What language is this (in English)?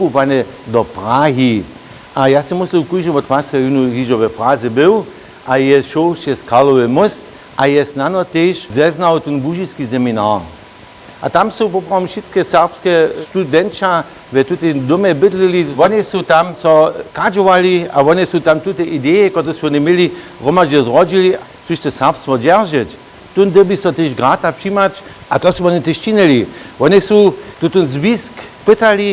Upper Sorbian